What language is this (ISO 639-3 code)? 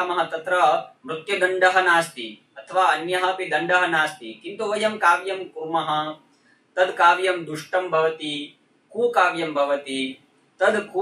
san